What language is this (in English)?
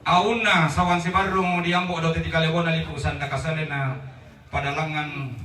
Toraja-Sa'dan